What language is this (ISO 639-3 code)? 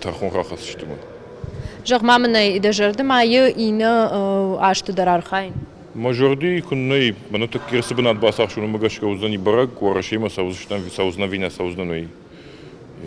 oss